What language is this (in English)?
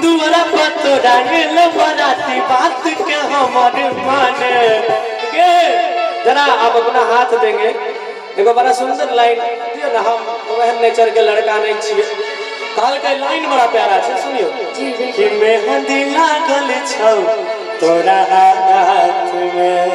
Maithili